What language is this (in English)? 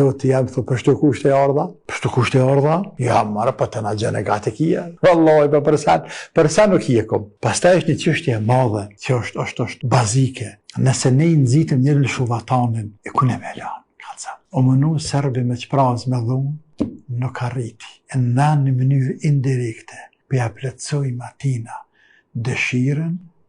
Albanian